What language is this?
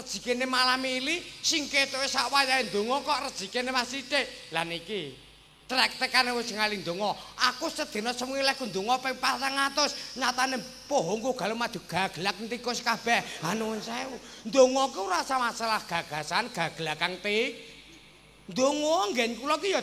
Javanese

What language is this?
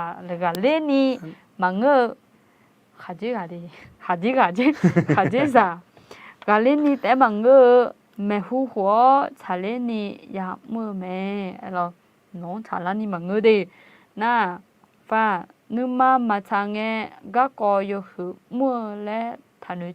Akha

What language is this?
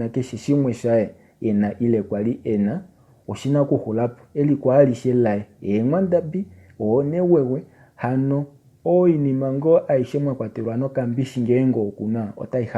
Kuanyama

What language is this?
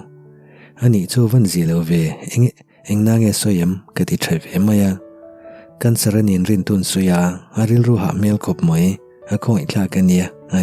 Mizo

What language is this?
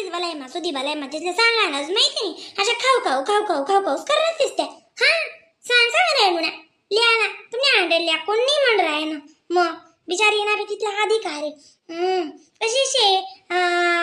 Khandesi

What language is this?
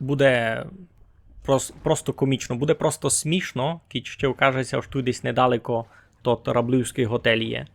Rusyn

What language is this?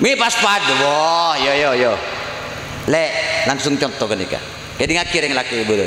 Madurese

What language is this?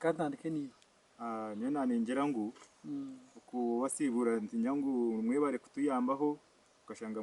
Nyankole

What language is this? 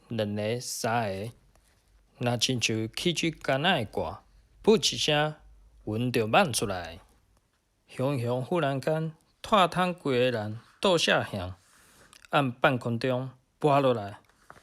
Min Nan Chinese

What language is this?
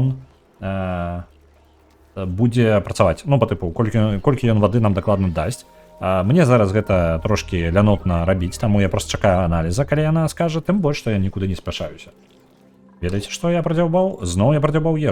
Belarusian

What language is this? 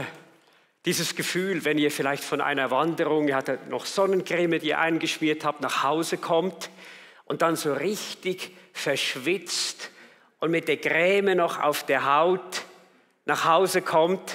Swiss German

